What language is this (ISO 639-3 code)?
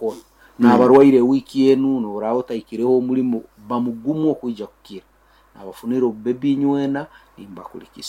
nyo